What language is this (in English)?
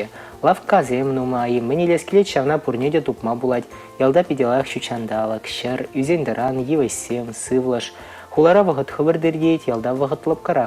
Chuvash